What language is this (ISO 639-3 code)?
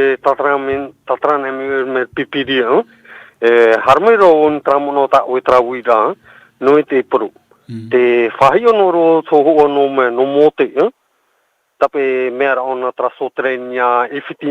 tah